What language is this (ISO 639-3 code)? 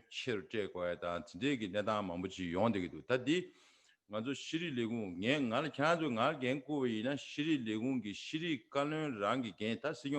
bod